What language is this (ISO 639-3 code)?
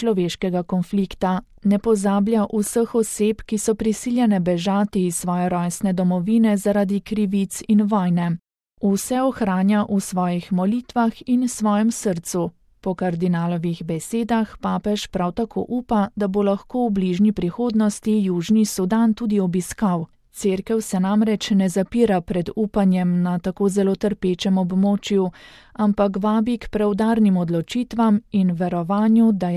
slv